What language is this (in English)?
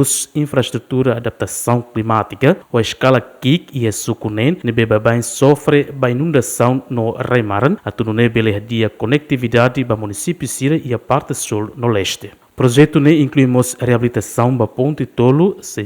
Tetum